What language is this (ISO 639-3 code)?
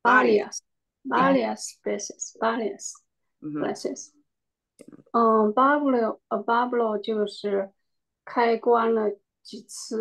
zho